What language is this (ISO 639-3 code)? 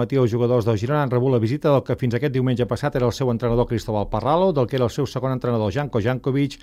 cat